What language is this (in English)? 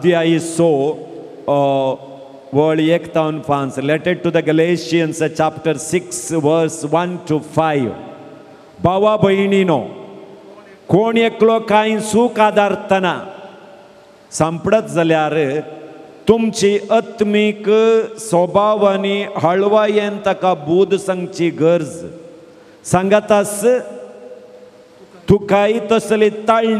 Konkani